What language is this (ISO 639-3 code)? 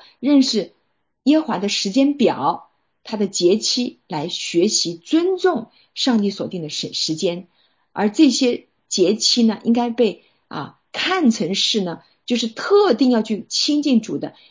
zho